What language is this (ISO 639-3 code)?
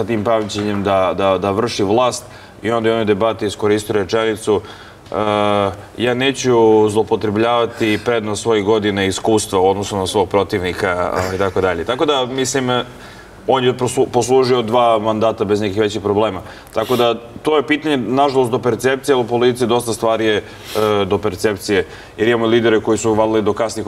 srp